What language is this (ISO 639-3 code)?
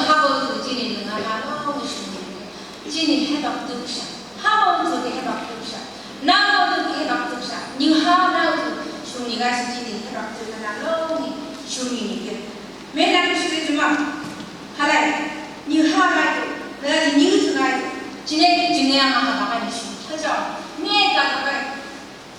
nph